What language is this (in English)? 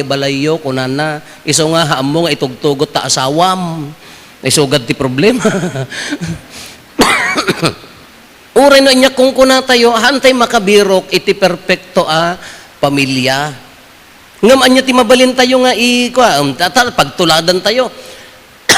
Iloko